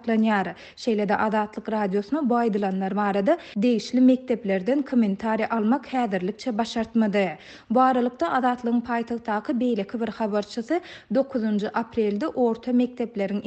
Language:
Turkmen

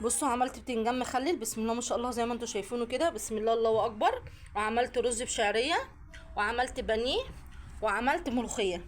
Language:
Egyptian Arabic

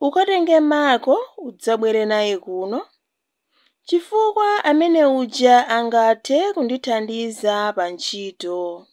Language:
Nyanja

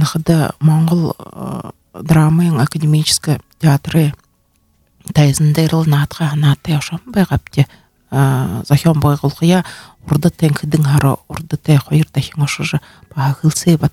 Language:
Buriat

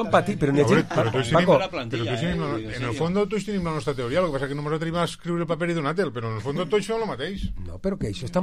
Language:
Catalan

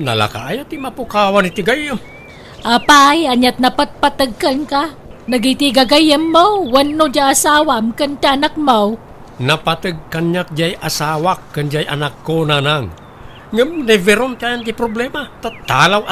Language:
Iloko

